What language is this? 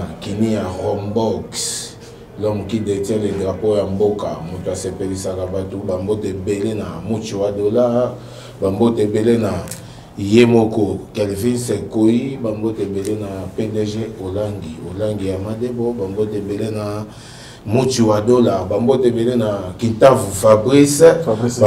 Lingala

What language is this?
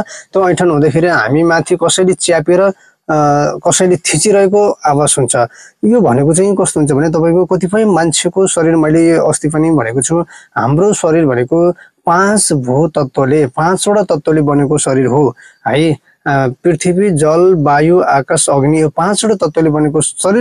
Nepali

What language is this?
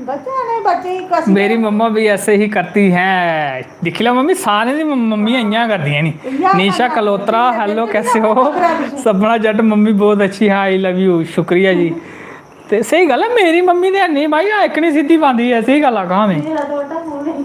Dogri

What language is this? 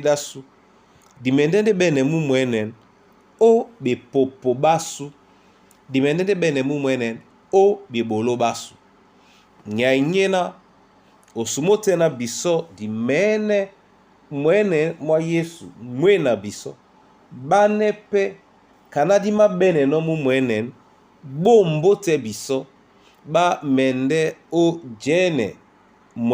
Duala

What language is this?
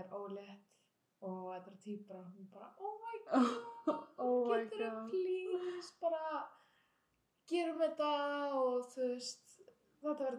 Icelandic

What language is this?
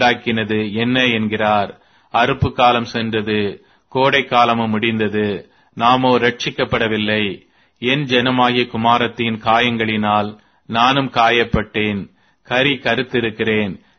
Tamil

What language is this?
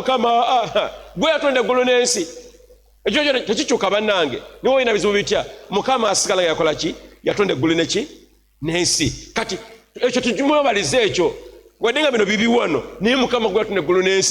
Ganda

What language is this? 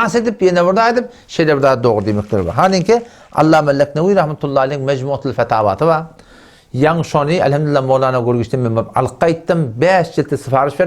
Turkmen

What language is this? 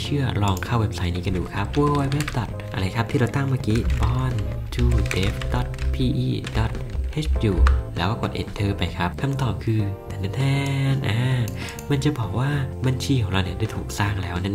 Thai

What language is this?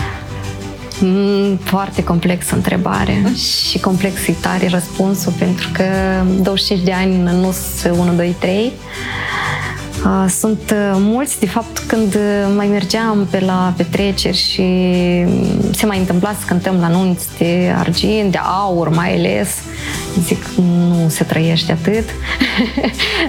Romanian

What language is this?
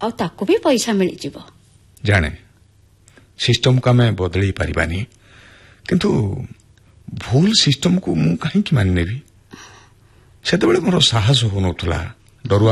Odia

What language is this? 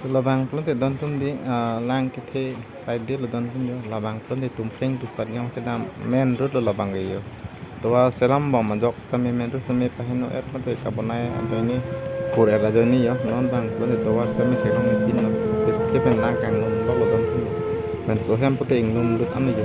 Karbi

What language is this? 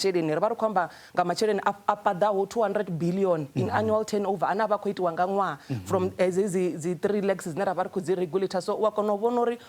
Venda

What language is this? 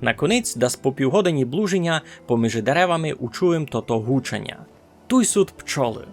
Rusyn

